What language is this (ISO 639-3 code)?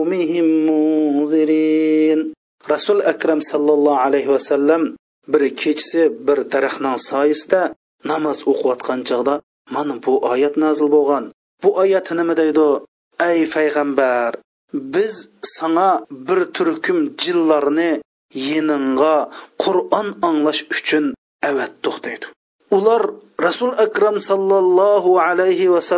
uig